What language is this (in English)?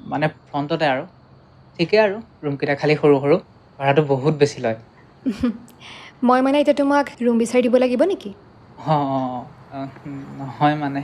Assamese